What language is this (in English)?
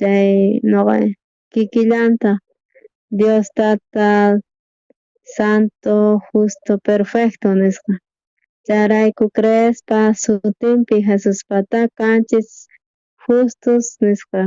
South Bolivian Quechua